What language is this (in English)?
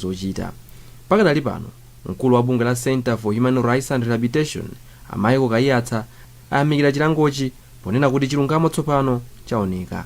Nyanja